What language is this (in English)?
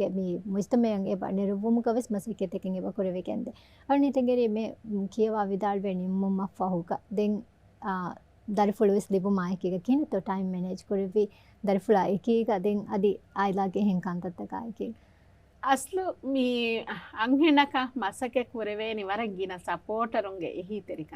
Divehi